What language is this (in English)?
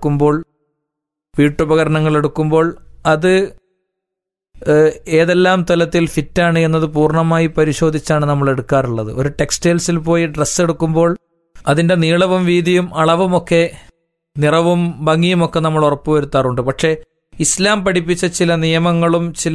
Malayalam